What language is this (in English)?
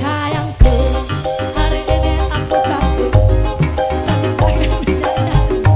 Indonesian